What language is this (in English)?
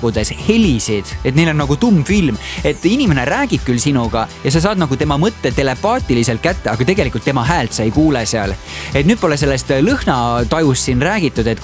Estonian